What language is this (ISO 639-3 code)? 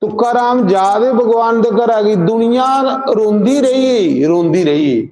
doi